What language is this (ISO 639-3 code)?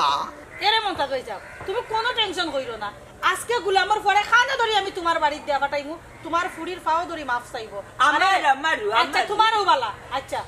syl